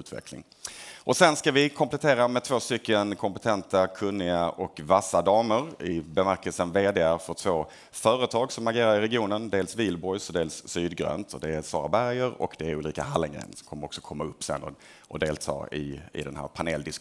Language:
Swedish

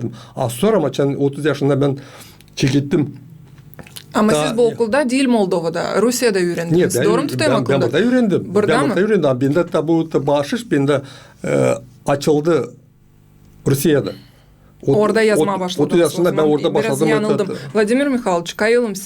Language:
Gagauz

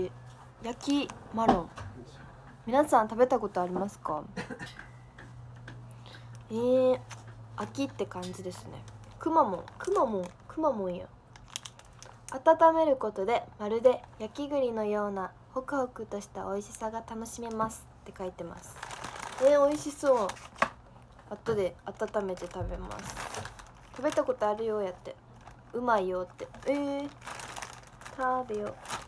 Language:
Japanese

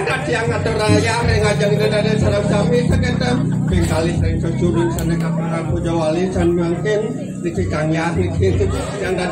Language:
Balinese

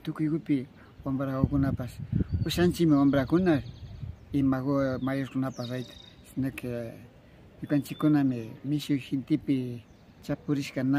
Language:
Imbabura Highland Quichua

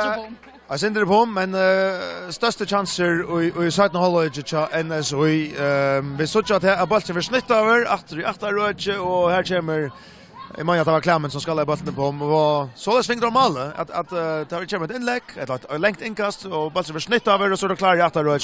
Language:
Faroese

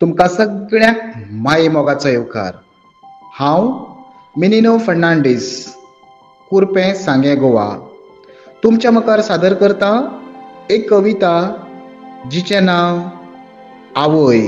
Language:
Konkani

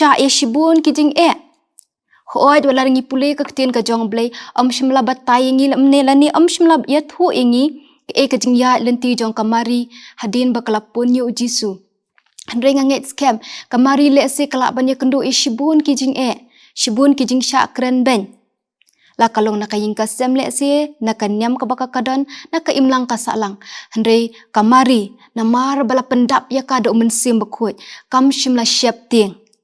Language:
Khasi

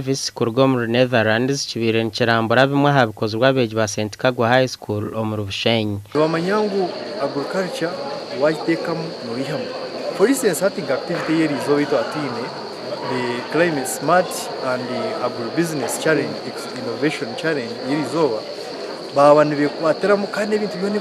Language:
Nyankole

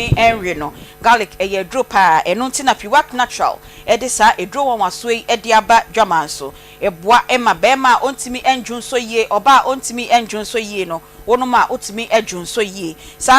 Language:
Akan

